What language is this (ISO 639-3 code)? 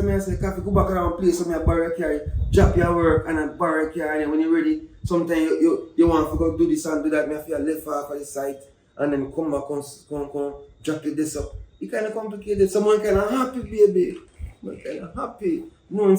jam